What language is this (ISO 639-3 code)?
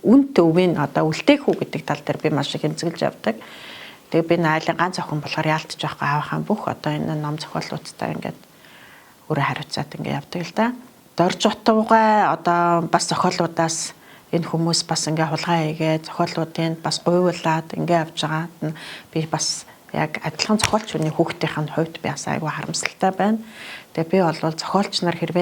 mon